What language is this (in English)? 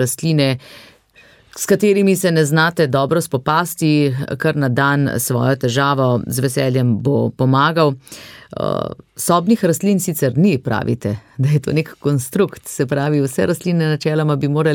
Slovenian